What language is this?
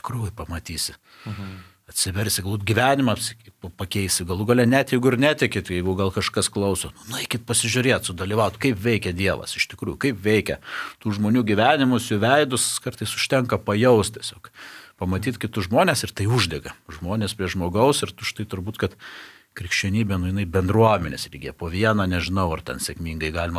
Lithuanian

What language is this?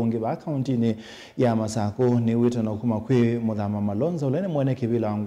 Kamba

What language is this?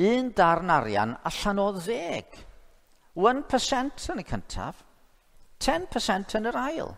Welsh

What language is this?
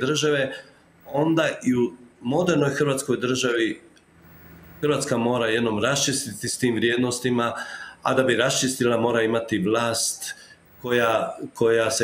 Croatian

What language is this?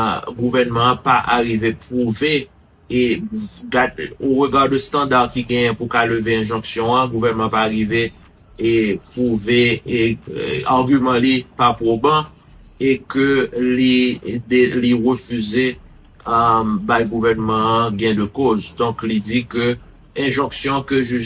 Haitian Creole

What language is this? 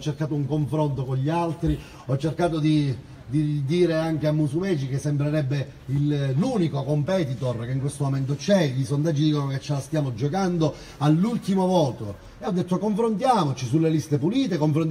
Italian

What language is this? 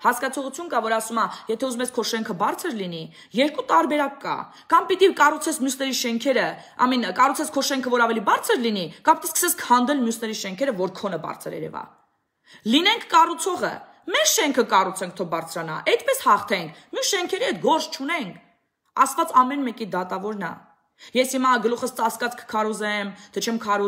Armenian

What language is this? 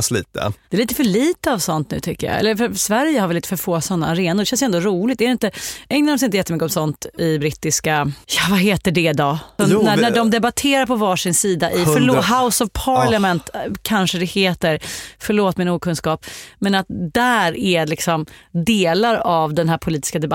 Swedish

